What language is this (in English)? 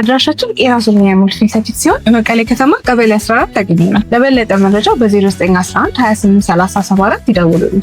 Amharic